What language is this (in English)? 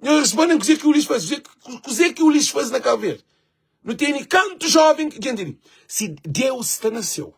Kabuverdianu